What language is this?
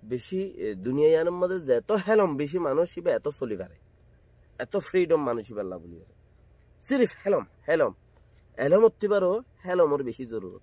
Rohingya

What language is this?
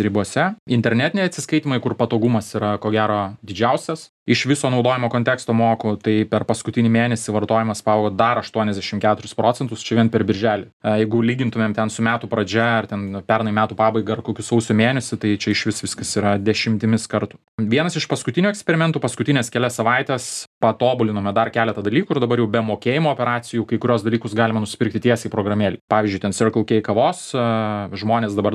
Lithuanian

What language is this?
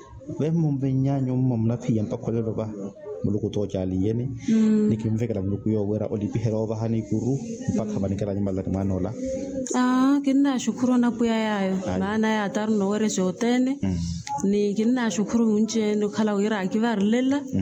Makhuwa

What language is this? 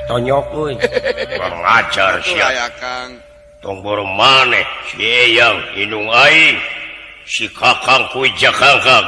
Sundanese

